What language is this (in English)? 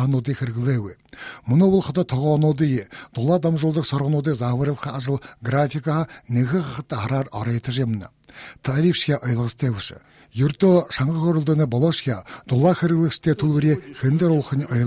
Buriat